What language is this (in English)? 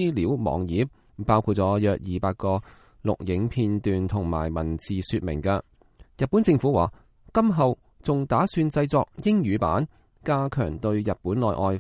Cantonese